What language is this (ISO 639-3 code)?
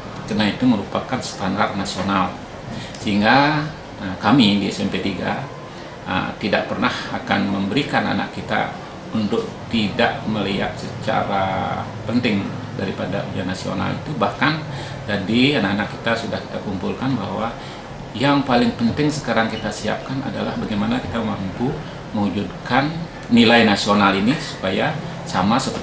ind